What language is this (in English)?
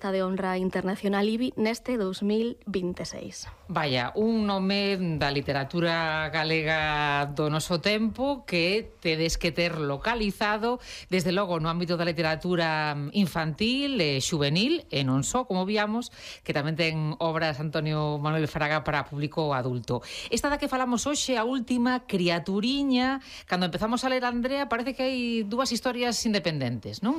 Galician